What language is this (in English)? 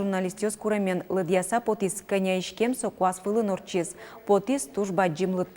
Udmurt